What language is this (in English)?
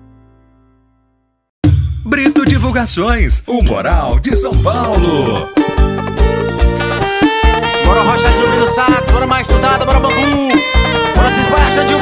Portuguese